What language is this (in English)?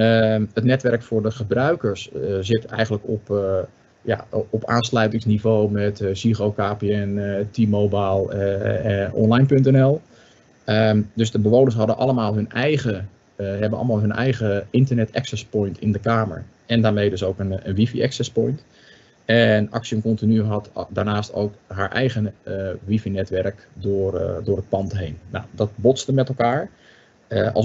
Dutch